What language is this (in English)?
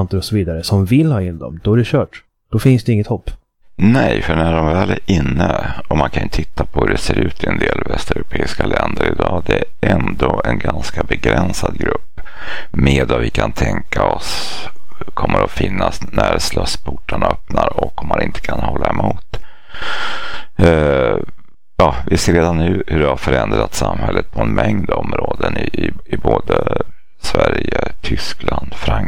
Swedish